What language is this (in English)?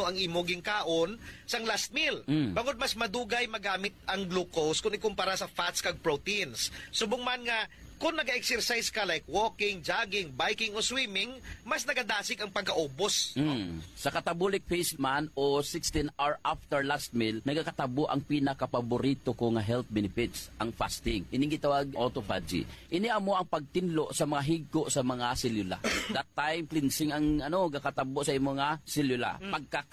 Hiligaynon